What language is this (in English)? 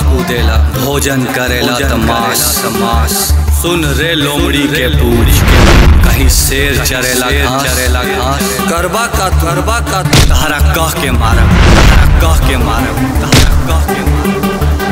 Bhojpuri